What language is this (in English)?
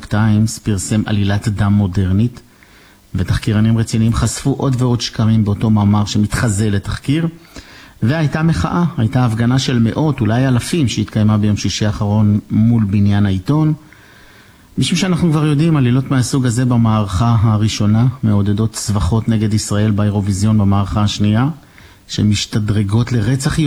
Hebrew